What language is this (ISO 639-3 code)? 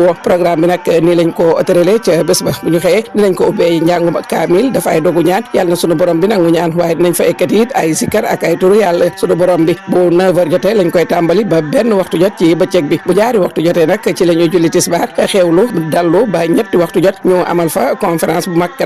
wol